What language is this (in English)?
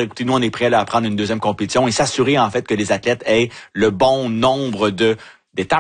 French